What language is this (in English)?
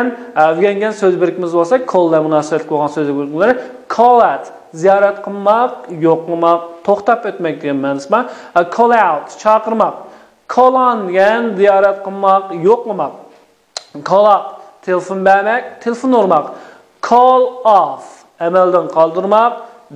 Uyghur